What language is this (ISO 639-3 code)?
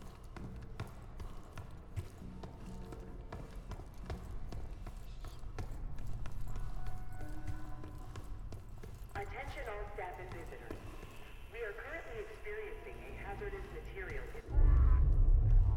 eng